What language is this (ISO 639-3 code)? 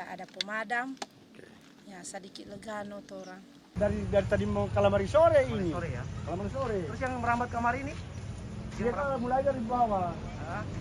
xmm